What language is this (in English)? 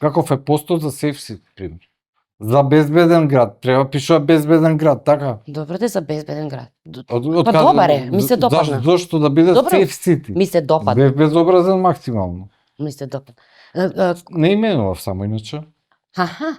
Macedonian